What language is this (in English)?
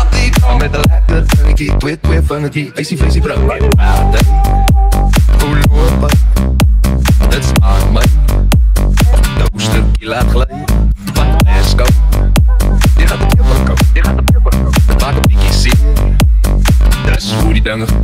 Afrikaans